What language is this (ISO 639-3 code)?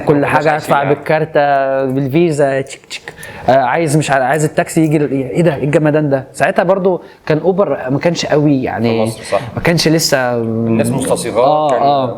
arz